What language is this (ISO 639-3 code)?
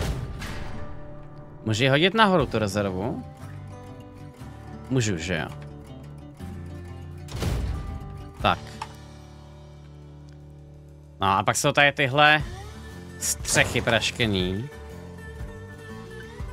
ces